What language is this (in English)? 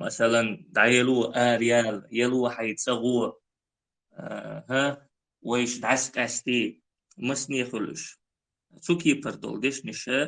Chechen